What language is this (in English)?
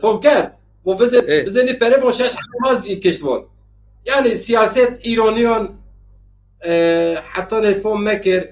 Zaza